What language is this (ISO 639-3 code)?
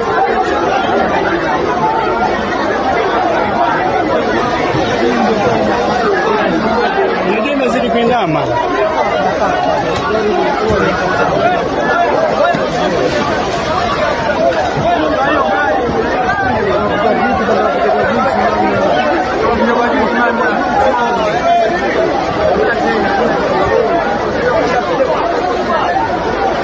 swa